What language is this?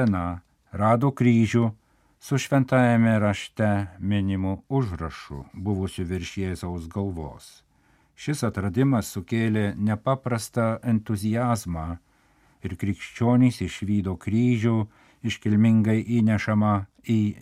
Lithuanian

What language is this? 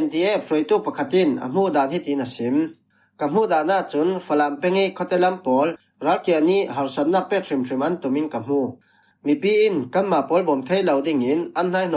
Falam Chin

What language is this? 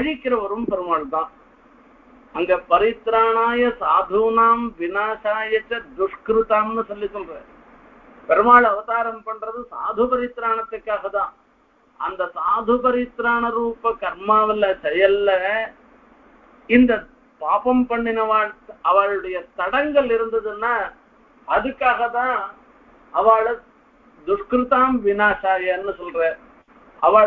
Tamil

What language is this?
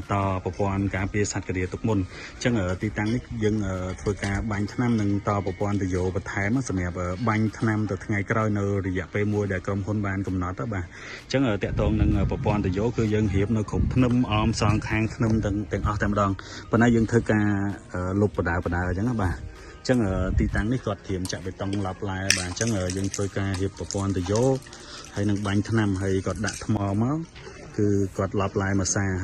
Khmer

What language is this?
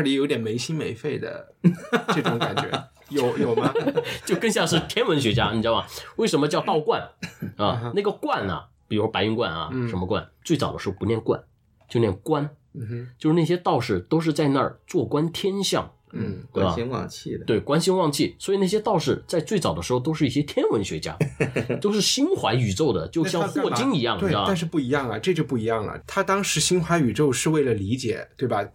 Chinese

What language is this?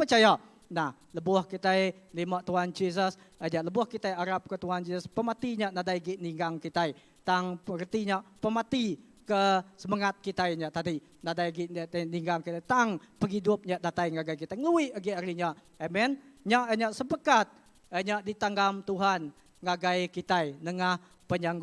Iban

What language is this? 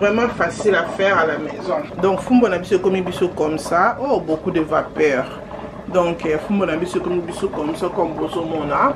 Lingala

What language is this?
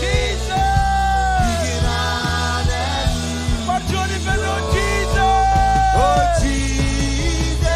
Marshallese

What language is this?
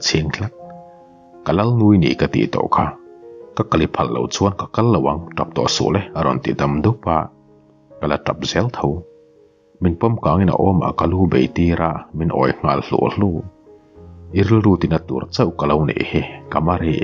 Mizo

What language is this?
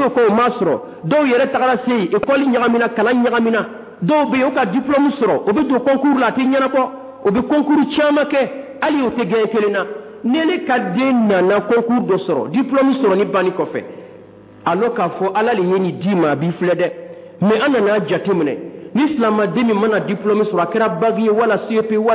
Dyula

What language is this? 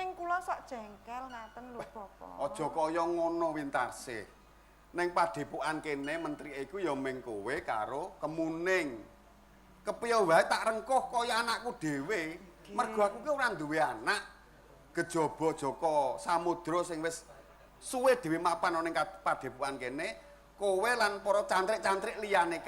Javanese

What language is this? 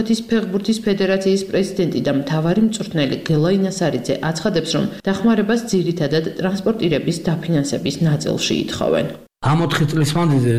Georgian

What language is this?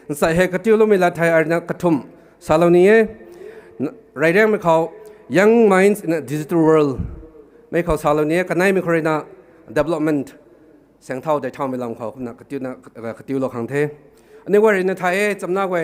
Rongmei Naga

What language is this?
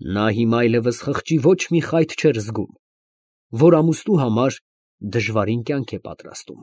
Armenian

